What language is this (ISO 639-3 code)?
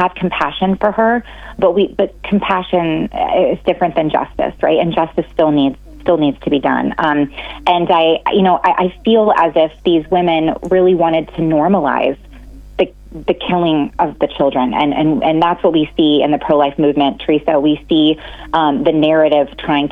eng